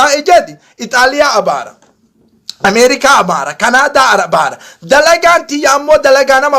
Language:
Oromo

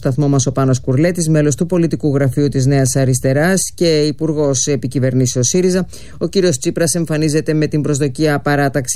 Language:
Greek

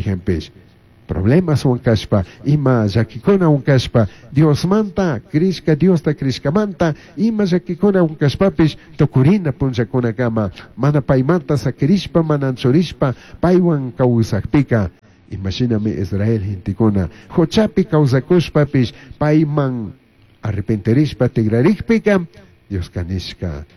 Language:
Chimborazo Highland Quichua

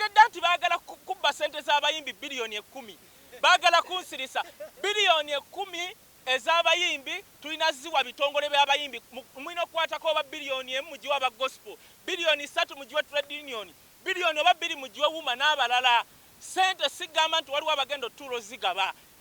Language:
Ganda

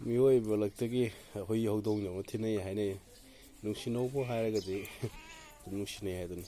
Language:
Manipuri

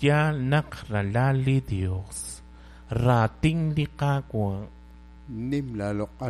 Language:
Kekchí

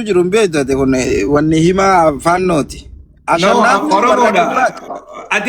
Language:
Oromo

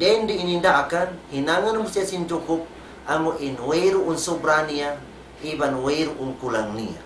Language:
Tausug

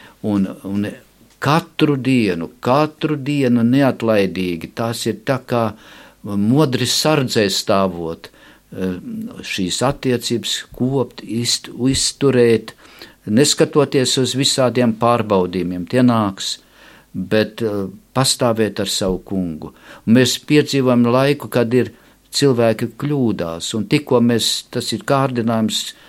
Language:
Latvian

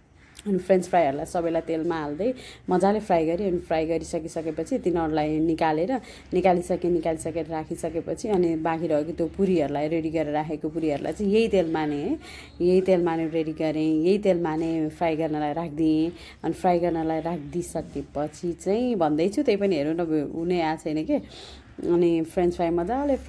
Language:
Nepali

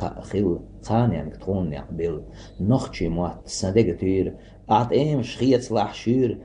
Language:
Chechen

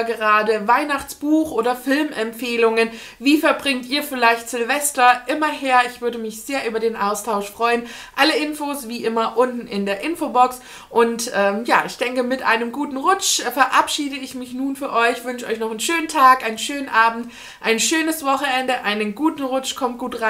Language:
German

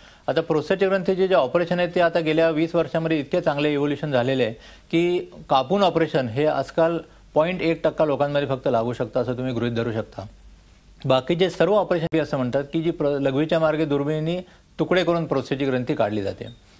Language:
Marathi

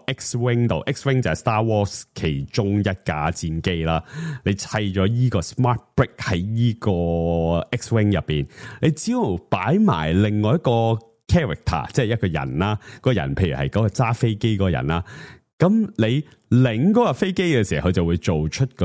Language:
Cantonese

